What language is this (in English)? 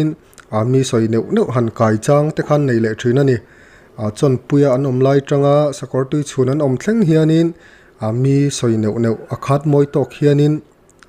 Mizo